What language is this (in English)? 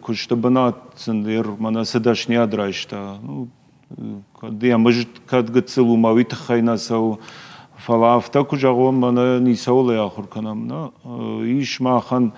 Ossetic